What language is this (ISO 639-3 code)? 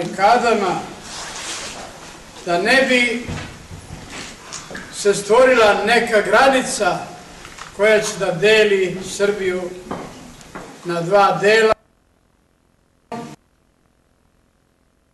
srp